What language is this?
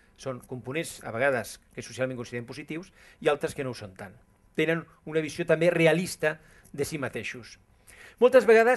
Catalan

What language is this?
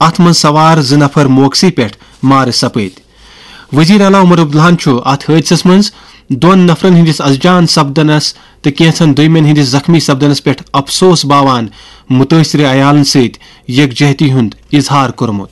Kashmiri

